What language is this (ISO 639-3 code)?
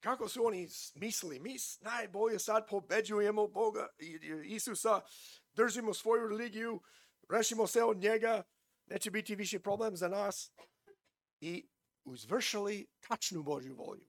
srp